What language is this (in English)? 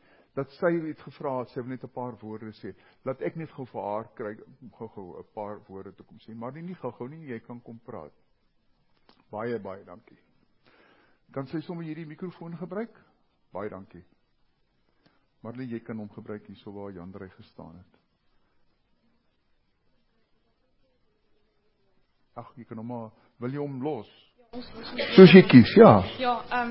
Afrikaans